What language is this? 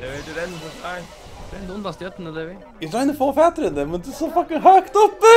Faroese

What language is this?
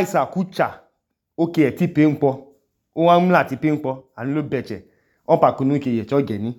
Idoma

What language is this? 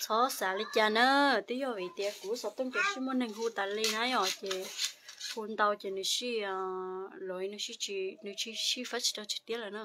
Hmong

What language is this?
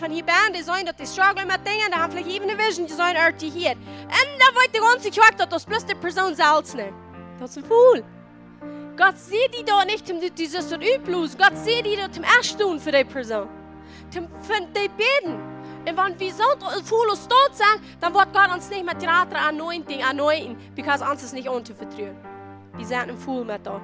Plautdietsch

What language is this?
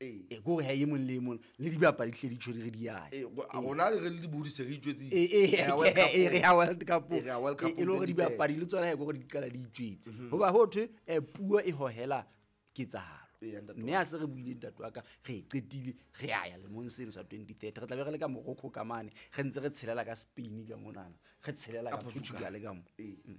Southern Sotho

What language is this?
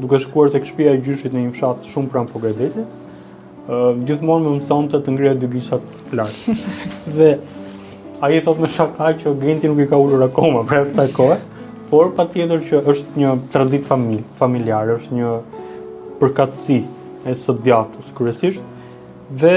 Albanian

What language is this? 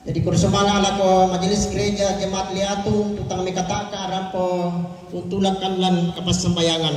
Toraja-Sa'dan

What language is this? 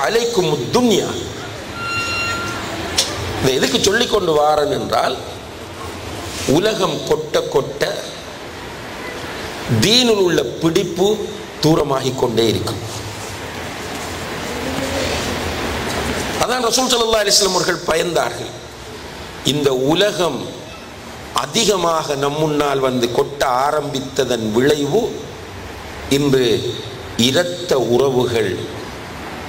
Tamil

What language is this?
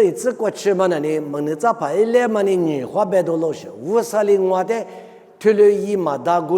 Lisu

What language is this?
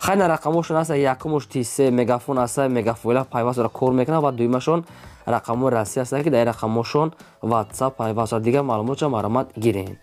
Tajik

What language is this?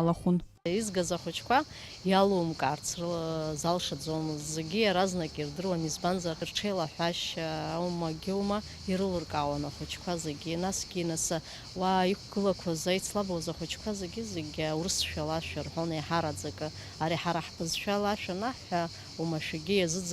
Abkhazian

